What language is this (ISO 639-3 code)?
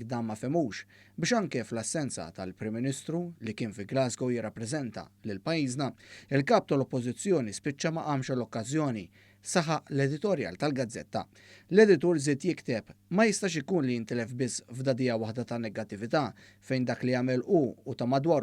mlt